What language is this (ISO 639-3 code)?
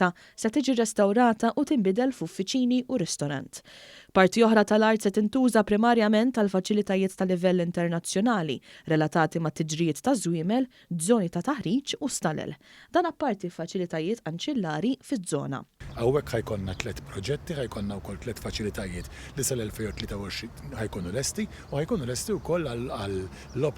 mlt